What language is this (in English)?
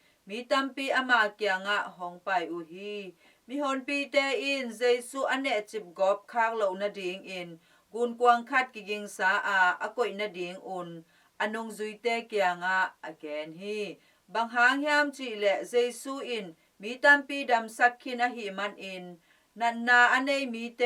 Tedim Chin